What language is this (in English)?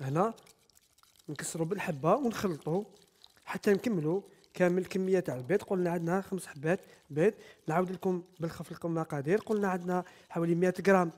Algerian Arabic